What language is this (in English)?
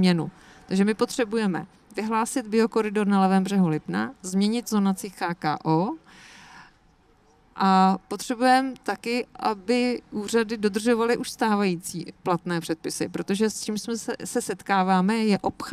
Czech